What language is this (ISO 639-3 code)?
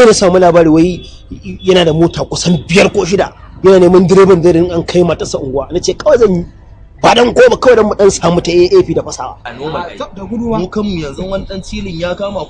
hau